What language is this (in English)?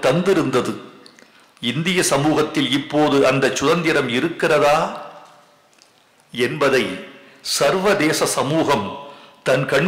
Tamil